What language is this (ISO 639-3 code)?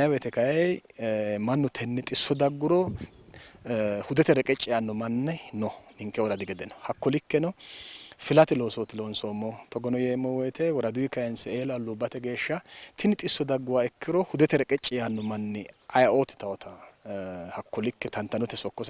sid